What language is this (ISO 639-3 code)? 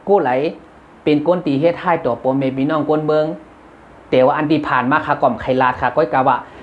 shn